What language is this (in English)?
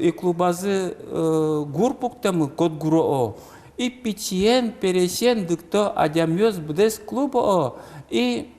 Udmurt